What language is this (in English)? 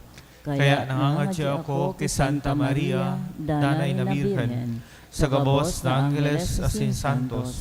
Bikol